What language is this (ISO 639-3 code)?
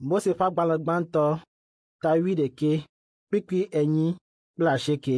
ewe